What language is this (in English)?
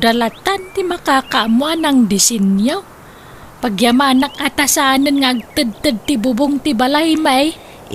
Iloko